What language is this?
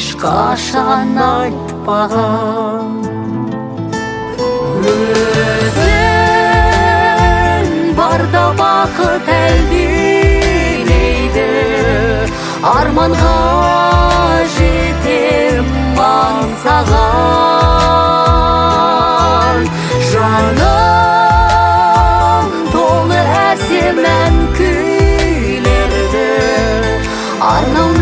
Kazakh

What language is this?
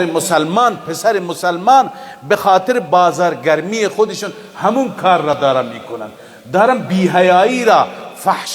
Persian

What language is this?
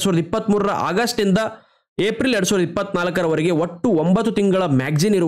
Kannada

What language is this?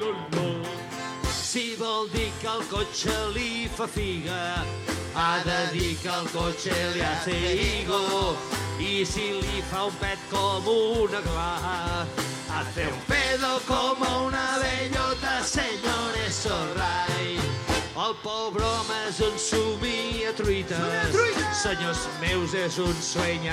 Catalan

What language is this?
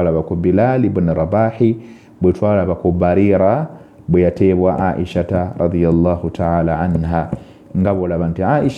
Ganda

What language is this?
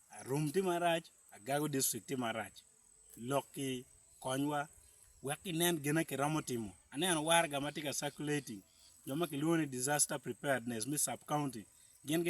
Acoli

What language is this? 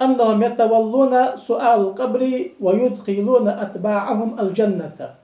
Ingush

